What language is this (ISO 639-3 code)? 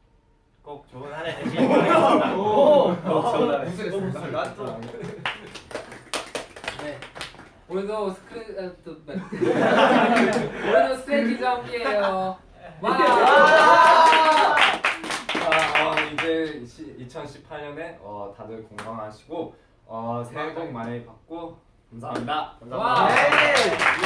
kor